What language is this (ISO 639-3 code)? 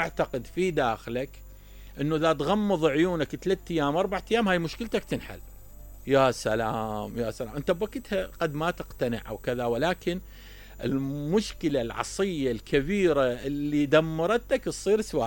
acm